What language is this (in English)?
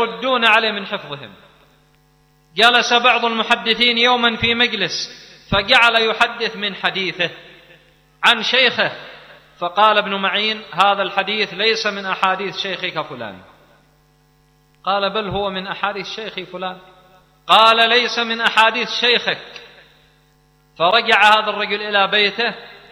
Arabic